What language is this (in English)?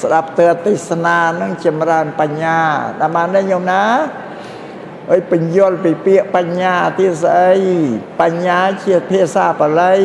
Khmer